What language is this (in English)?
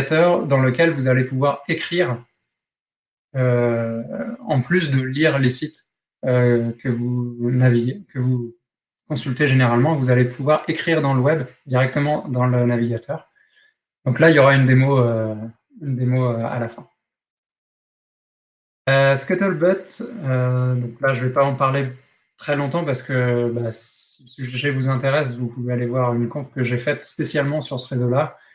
French